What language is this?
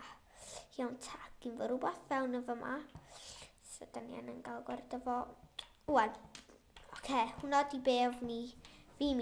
Welsh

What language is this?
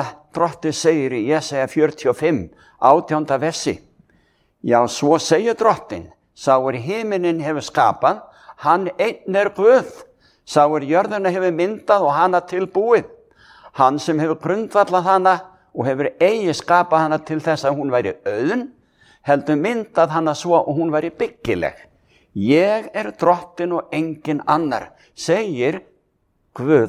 Icelandic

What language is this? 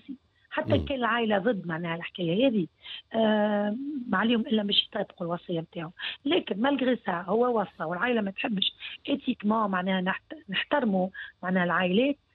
Tunisian Arabic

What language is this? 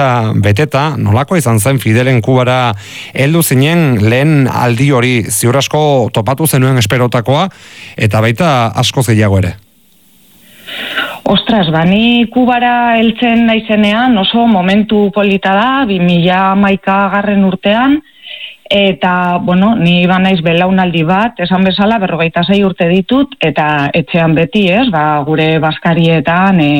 Basque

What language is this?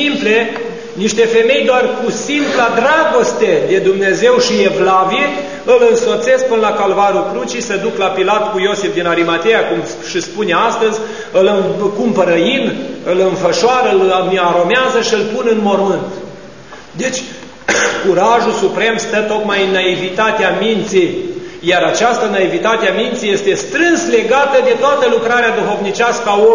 Romanian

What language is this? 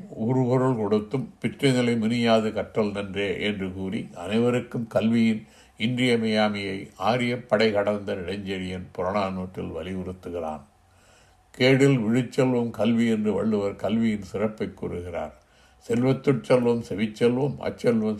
Tamil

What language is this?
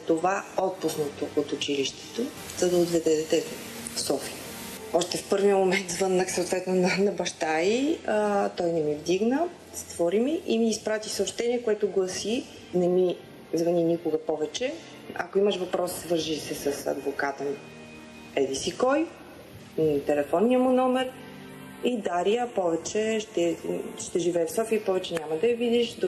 Bulgarian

